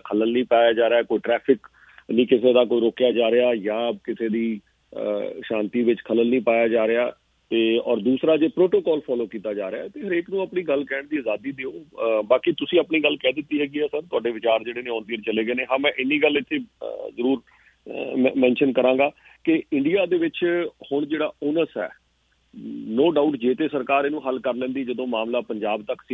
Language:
Punjabi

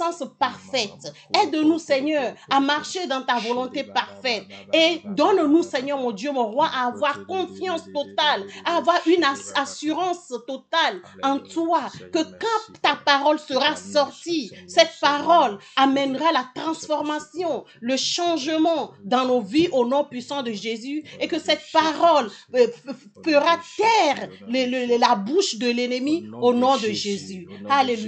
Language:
French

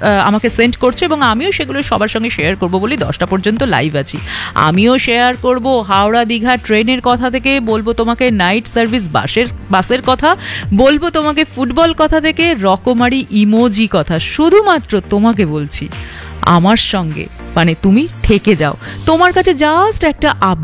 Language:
Bangla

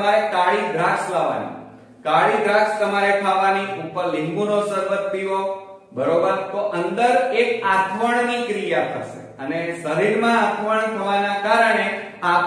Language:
Gujarati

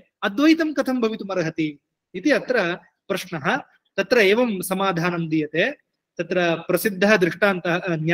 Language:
Sanskrit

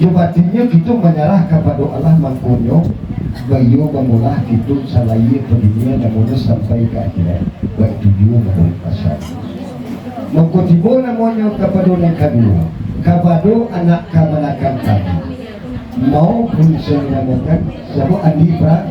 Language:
Minangkabau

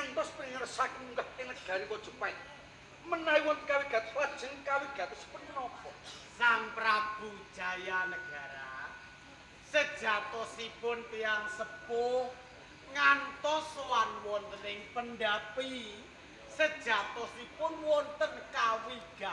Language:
Javanese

